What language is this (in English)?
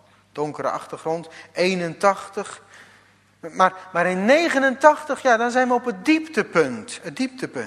Dutch